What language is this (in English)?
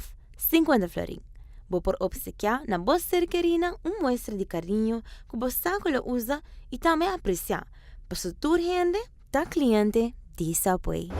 Papiamento